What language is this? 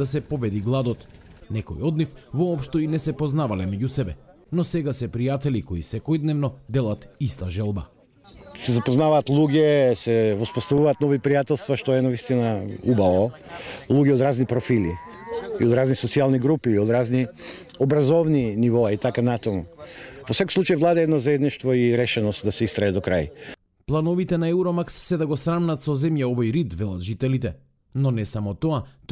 Macedonian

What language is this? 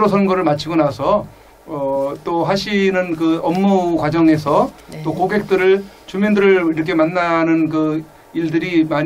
Korean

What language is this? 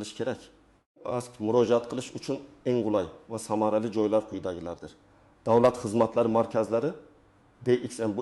Uzbek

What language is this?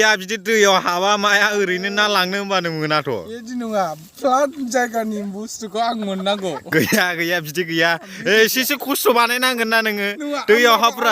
Bodo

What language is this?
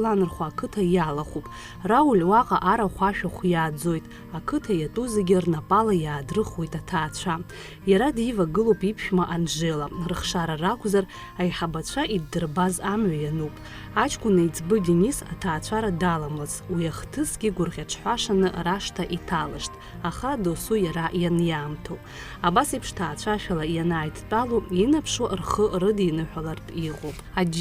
Abkhazian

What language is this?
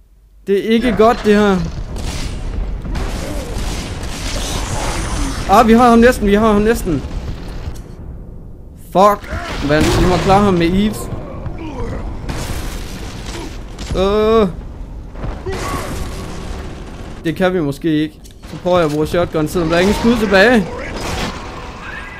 Danish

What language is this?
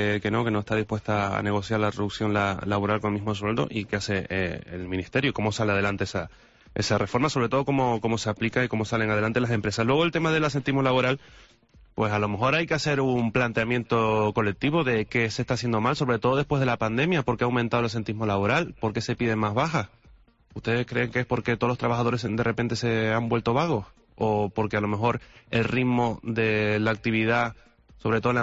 Spanish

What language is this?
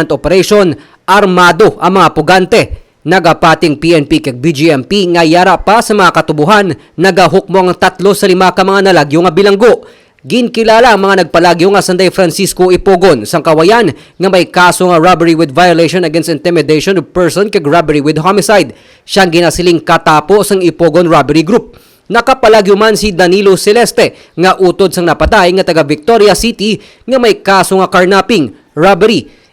Hiligaynon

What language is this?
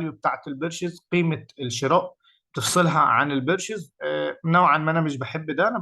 Egyptian Arabic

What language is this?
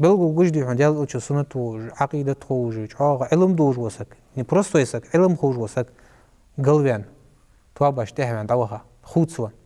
Ingush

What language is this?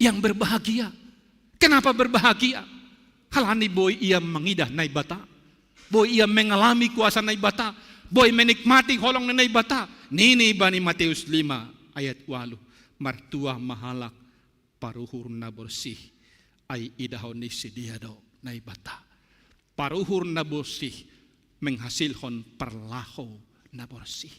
Batak Simalungun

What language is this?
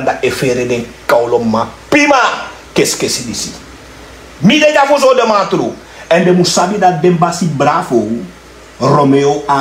Sranan Tongo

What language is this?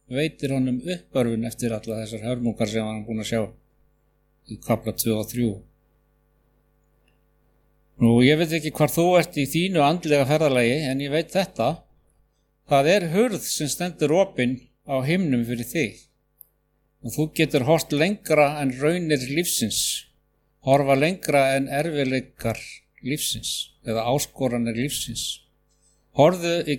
Icelandic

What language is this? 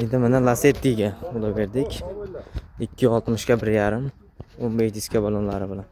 Uzbek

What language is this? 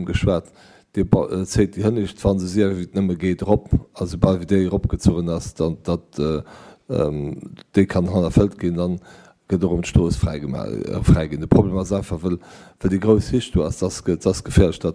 Luxembourgish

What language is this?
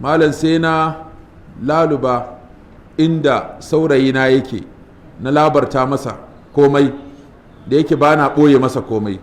Hausa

